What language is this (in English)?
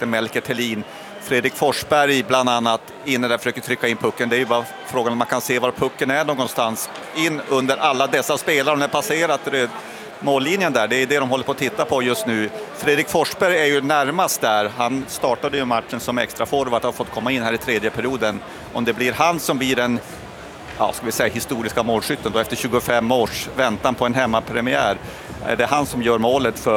Swedish